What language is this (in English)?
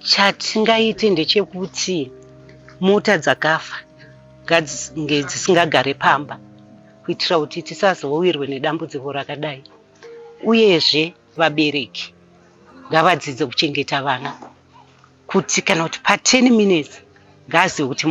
Shona